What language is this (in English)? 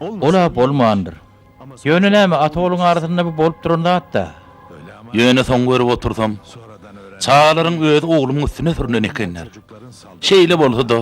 Turkmen